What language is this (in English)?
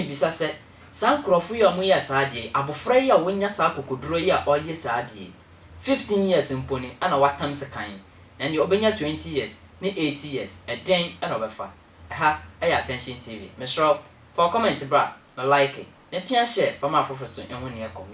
Akan